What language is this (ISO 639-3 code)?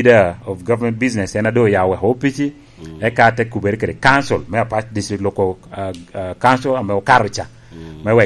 laj